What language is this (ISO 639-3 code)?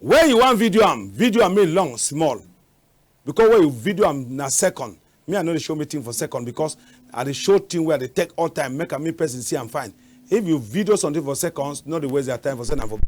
wes